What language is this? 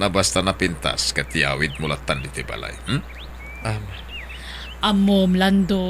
Iloko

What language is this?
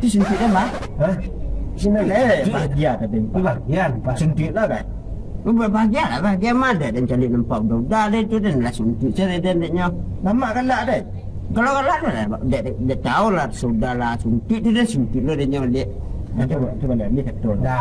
Minangkabau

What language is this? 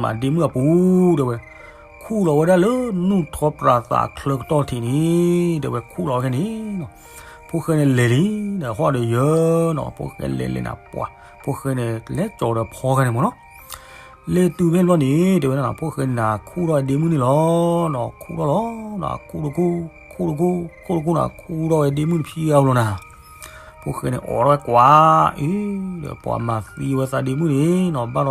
S'gaw Karen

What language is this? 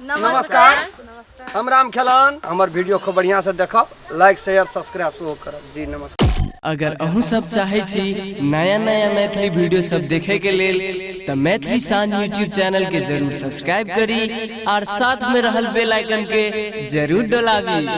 Maithili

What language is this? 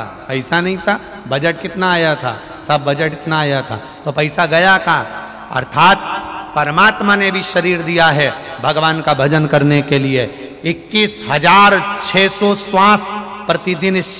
Hindi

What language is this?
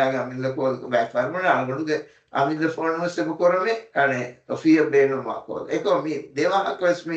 Divehi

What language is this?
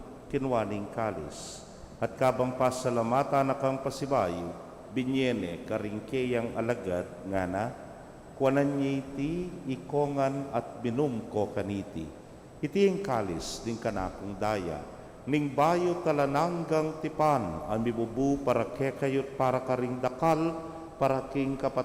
Pampanga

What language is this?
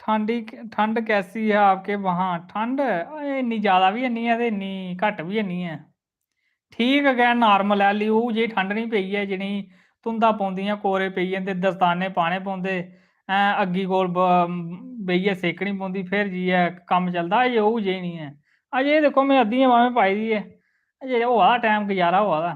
Dogri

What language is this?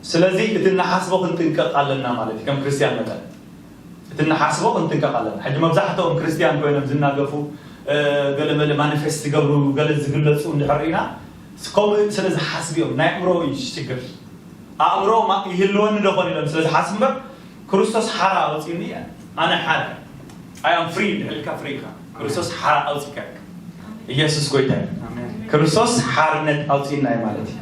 Tigrinya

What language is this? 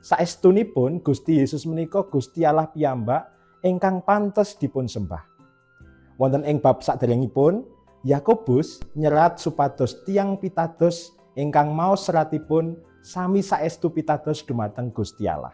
Javanese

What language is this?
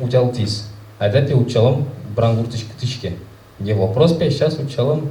Udmurt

